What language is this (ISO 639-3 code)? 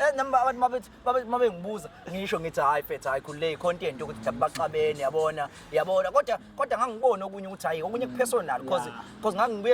zul